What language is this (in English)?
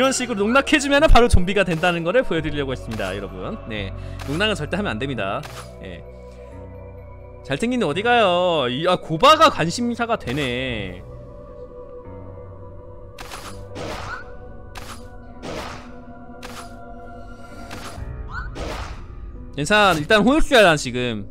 Korean